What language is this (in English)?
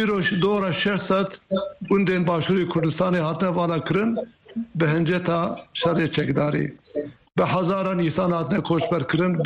Kurdish